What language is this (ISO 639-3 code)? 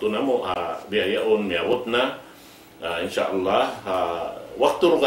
tsg